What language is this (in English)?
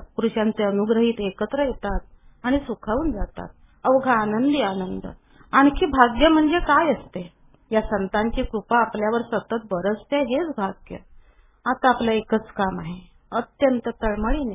Marathi